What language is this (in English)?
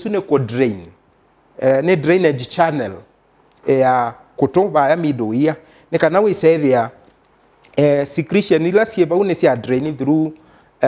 Kamba